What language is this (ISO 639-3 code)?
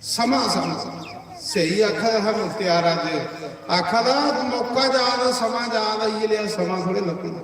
doi